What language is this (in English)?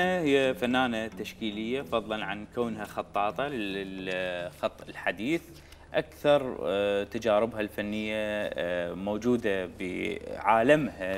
Mesopotamian Arabic